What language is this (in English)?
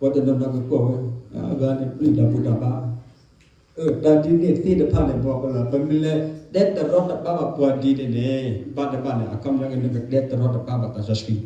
S'gaw Karen